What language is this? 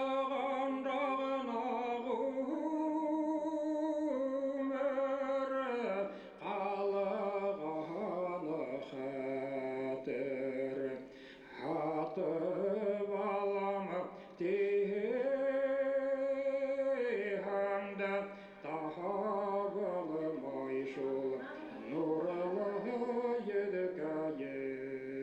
Bashkir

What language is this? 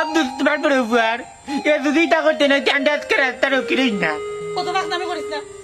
Sylheti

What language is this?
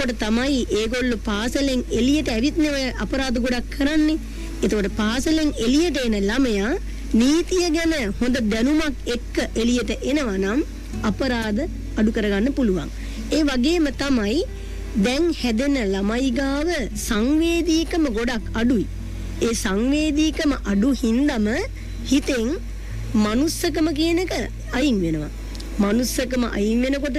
Sinhala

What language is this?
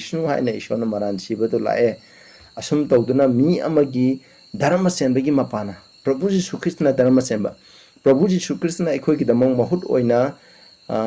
Manipuri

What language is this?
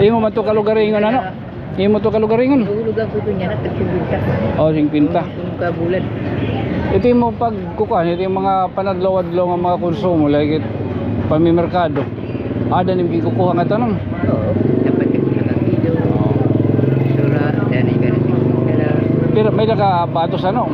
Waray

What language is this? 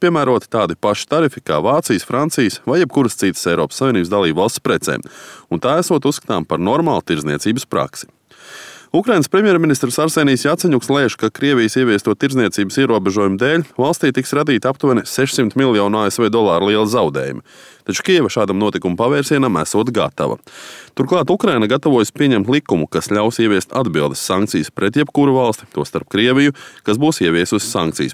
Latvian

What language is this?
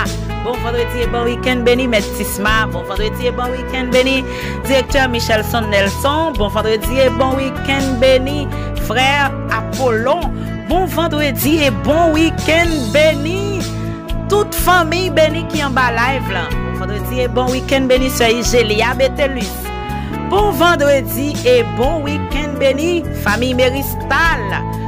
French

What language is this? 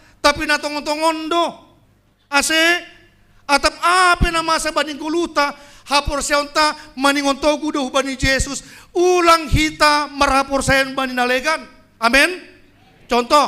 Batak Simalungun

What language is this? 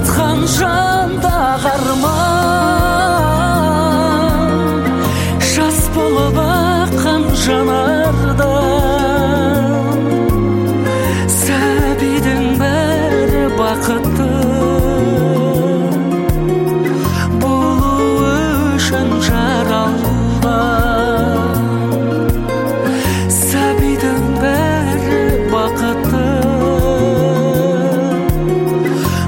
Kazakh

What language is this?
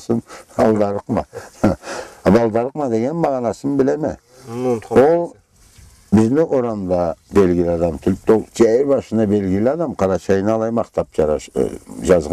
Karachay-Balkar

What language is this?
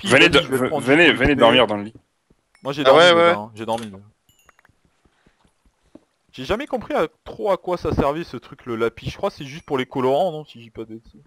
French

